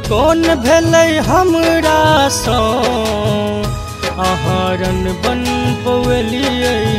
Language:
Maithili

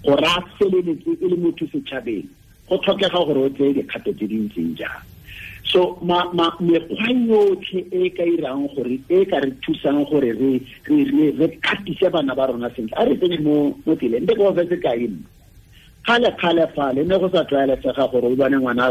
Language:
Tswana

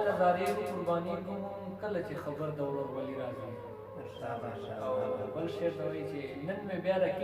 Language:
Pashto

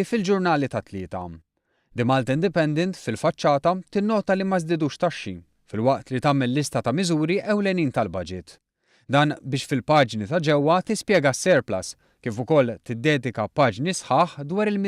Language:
Maltese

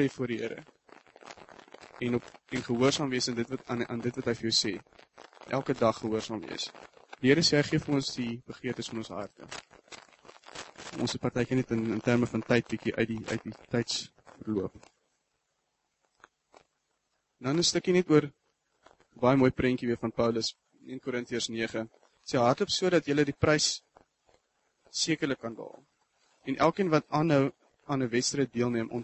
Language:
Afrikaans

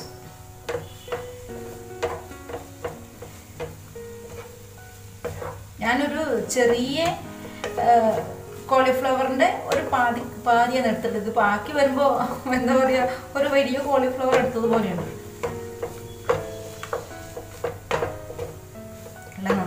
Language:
Malayalam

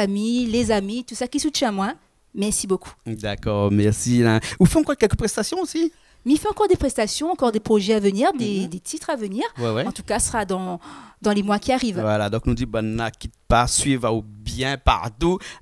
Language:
Réunion Creole French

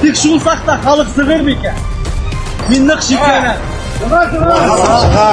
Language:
Bashkir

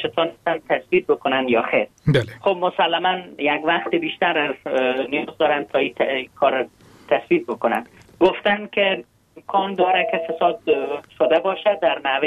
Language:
Persian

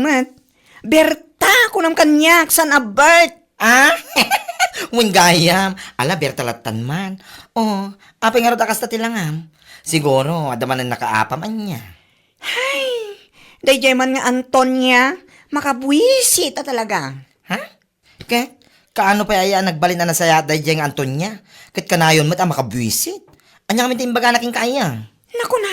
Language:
Iloko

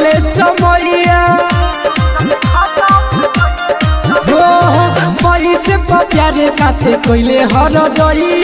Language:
Bhojpuri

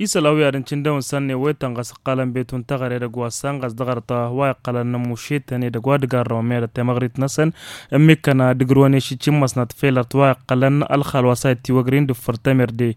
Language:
Tamasheq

